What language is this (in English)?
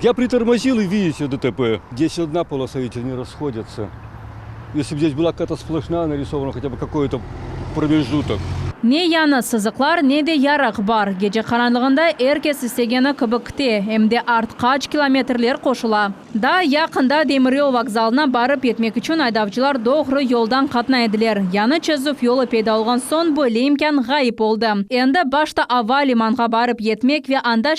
Crimean Tatar